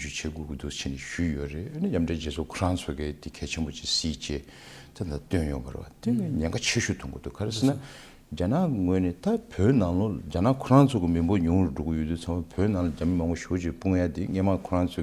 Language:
Tibetan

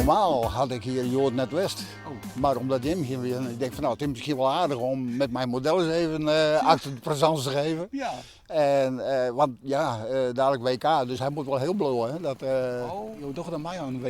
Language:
Western Frisian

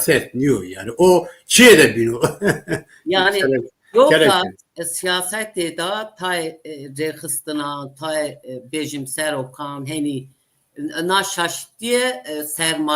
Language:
Zaza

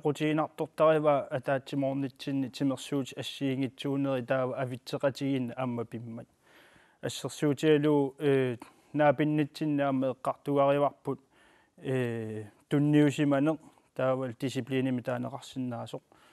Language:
Kalaallisut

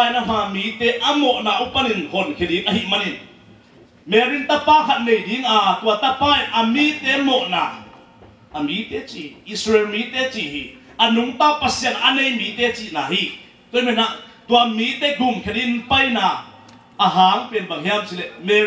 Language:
Tedim Chin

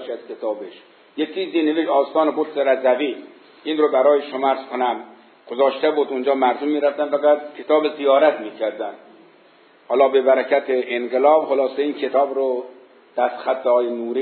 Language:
Persian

